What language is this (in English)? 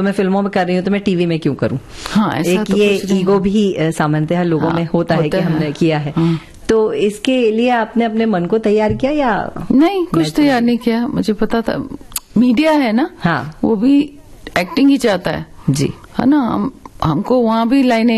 Hindi